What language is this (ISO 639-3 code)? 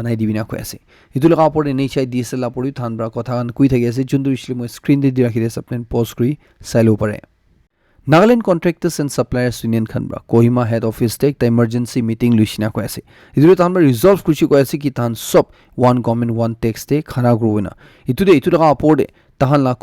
nag